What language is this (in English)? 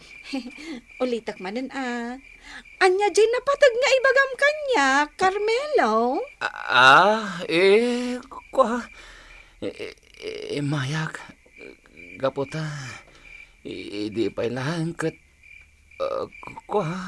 Iloko